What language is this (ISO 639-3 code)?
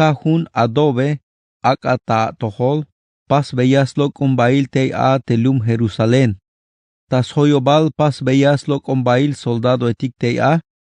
tzh